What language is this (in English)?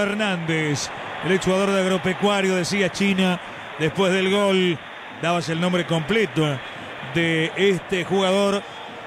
Spanish